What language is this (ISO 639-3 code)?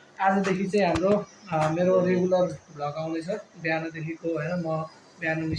nep